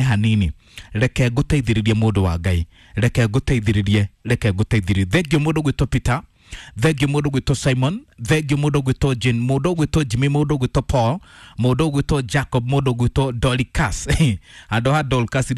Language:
Kikuyu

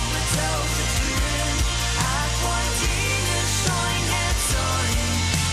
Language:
Plautdietsch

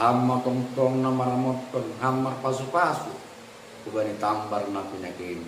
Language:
Batak Simalungun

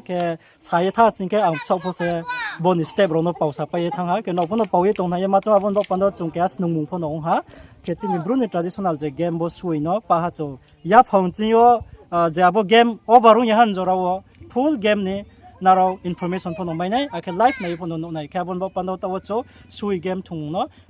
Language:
Riang (India)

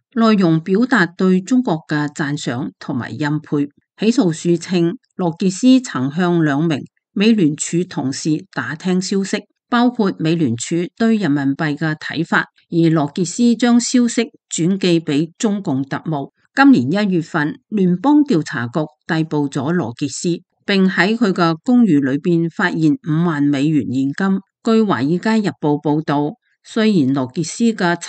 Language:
Cantonese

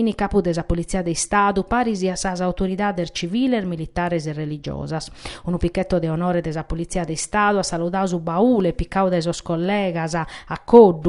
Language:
Sardinian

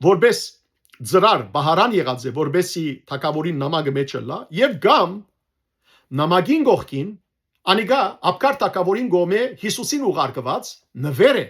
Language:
Western Armenian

